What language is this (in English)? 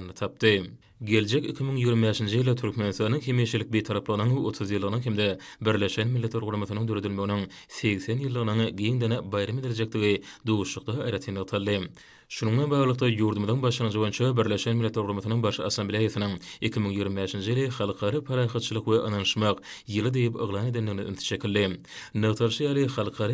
Turkmen